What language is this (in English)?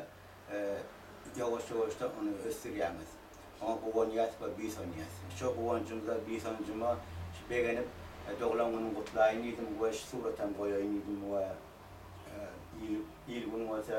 Turkmen